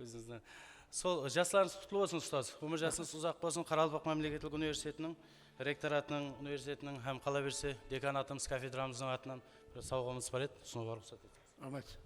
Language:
Kara-Kalpak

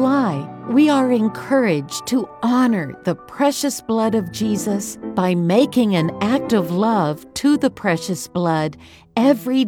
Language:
English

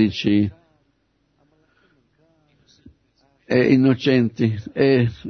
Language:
Italian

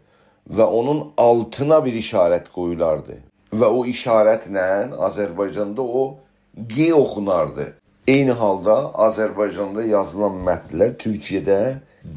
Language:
South Azerbaijani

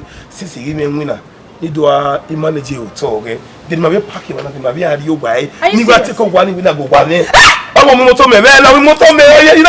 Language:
Bini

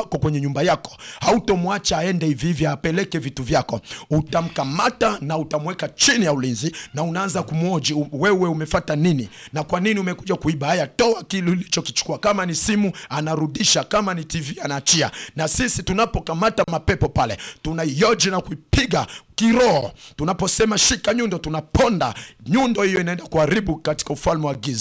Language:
Swahili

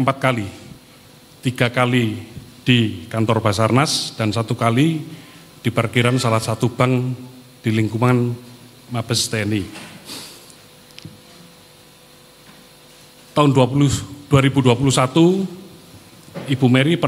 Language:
Indonesian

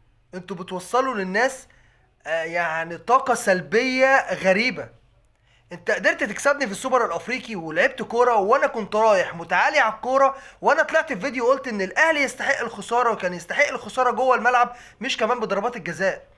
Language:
Egyptian Arabic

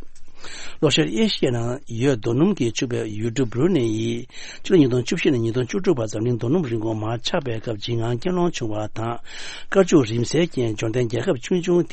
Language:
Tibetan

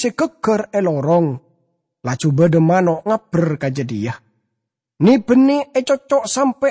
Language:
Madurese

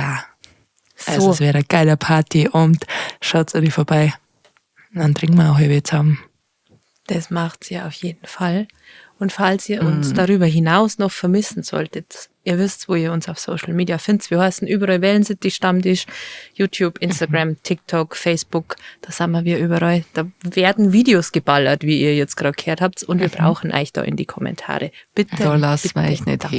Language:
Bavarian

